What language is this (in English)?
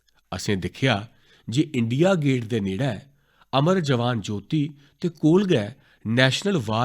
Dogri